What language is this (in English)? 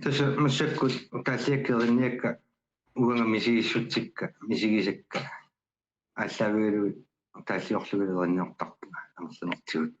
Kalaallisut